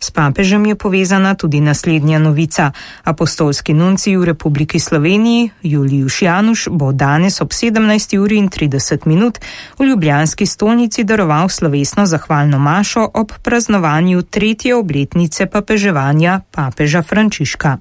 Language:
Slovenian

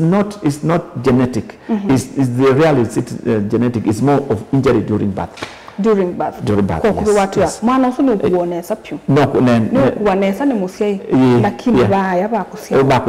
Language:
Kamba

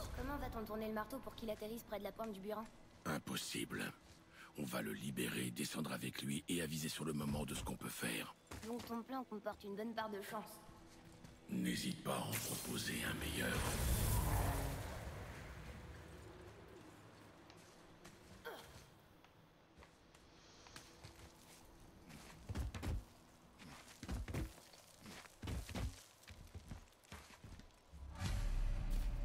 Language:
French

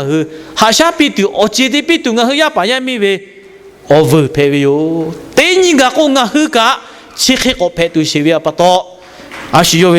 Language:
Lahu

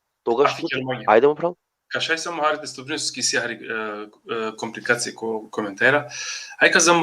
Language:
Balkan Romani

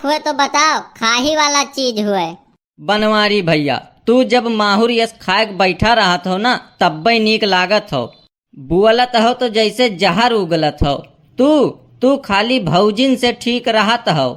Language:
Awadhi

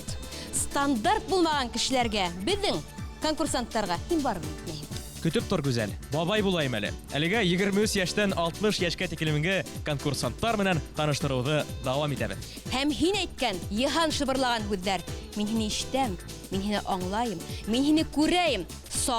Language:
Bashkir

